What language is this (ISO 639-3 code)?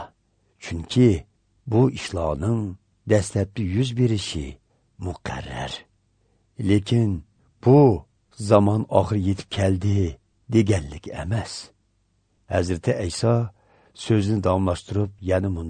uig